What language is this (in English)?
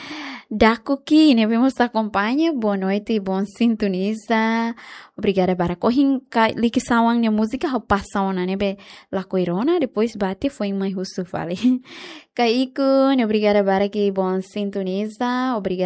Tetum